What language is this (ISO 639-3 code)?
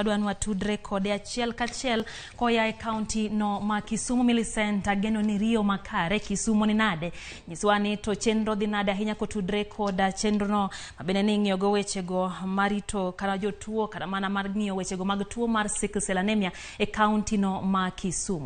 luo